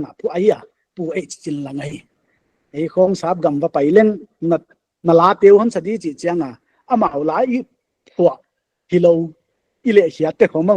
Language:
Paite Chin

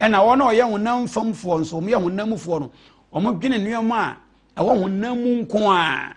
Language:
Akan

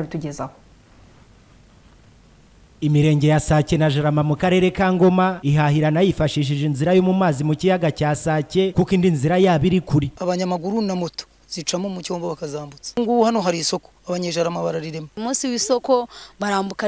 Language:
Kinyarwanda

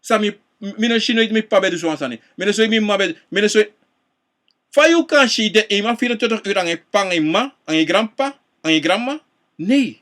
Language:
Sranan Tongo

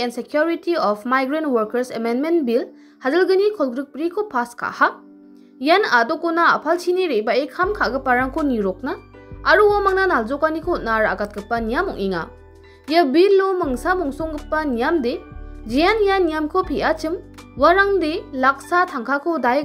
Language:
Garo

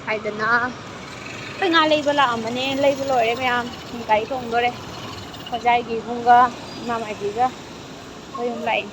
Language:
Manipuri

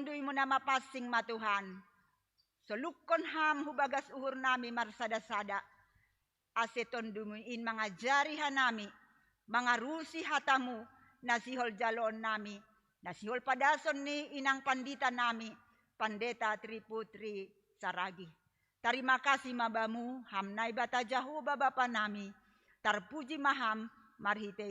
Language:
Batak Simalungun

